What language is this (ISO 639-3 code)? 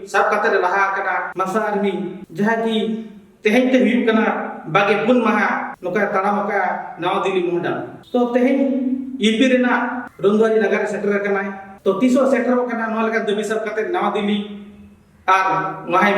sat